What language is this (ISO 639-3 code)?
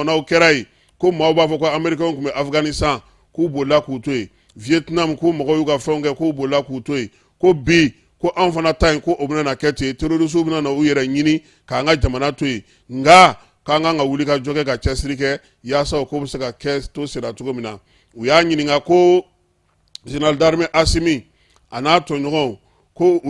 bam